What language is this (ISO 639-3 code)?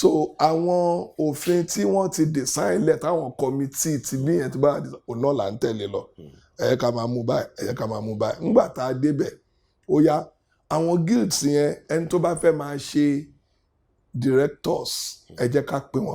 yor